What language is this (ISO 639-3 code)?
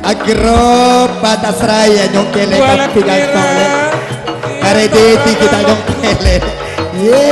mad